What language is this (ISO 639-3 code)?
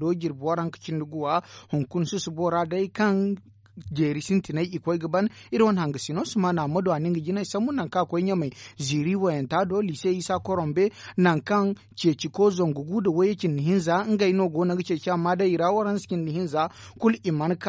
dje